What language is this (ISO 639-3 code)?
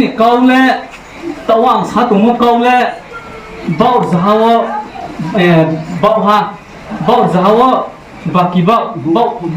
ria